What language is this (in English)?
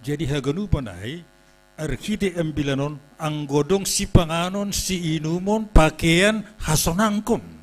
Batak Simalungun